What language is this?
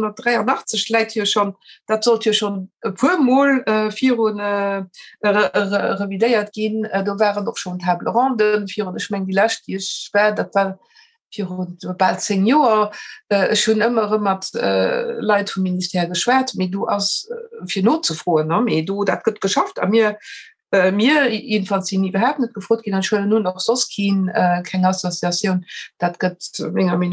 Luxembourgish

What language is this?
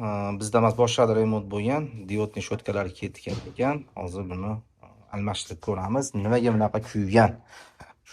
Uzbek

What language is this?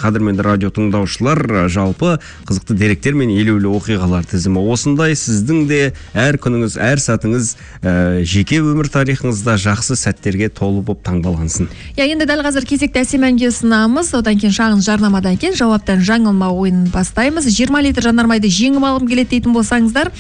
Kazakh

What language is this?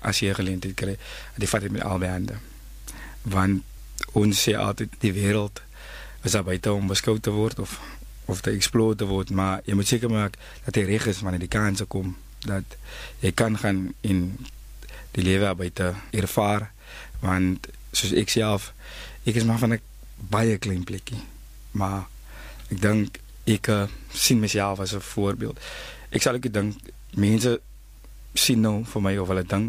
Afrikaans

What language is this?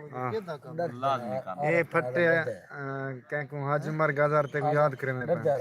Saraiki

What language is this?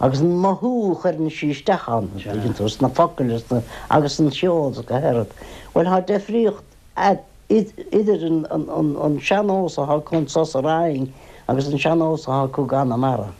Irish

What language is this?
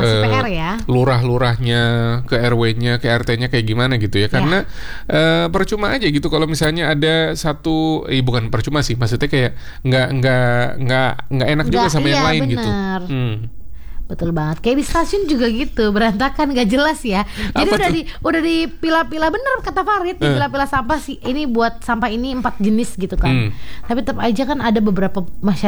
Indonesian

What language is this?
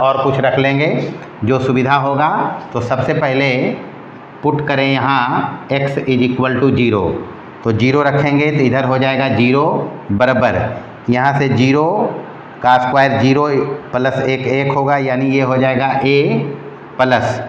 Hindi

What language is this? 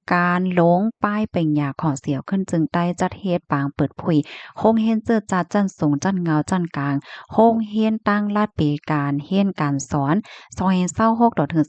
Shan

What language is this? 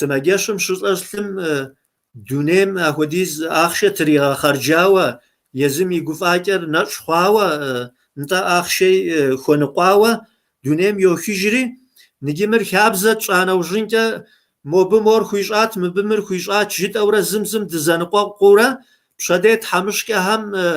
Kabardian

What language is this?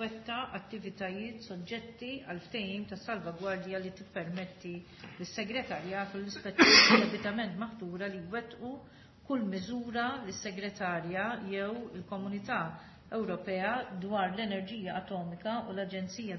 Maltese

